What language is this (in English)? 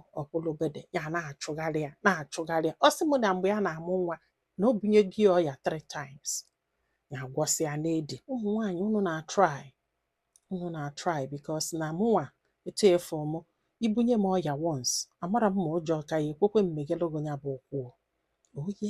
Igbo